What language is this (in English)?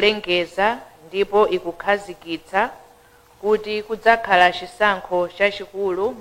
Nyanja